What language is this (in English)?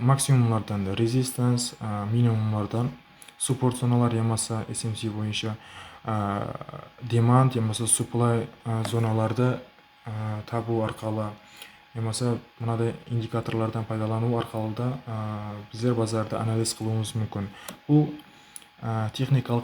Kara-Kalpak